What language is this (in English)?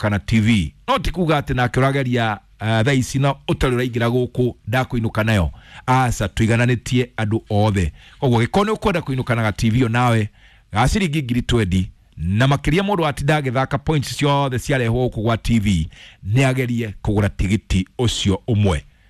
Kikuyu